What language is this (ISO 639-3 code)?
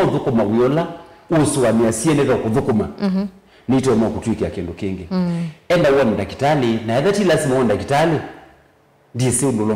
kam